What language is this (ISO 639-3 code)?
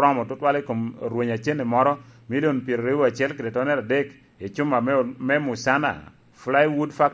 laj